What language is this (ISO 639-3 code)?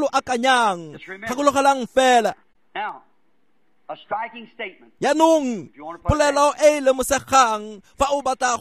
tsn